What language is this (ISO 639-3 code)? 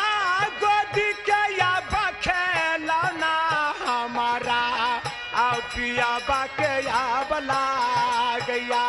mai